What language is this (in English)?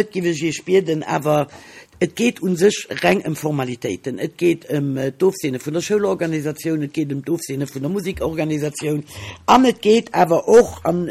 Luxembourgish